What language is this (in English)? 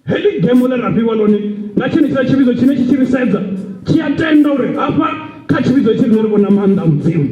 Venda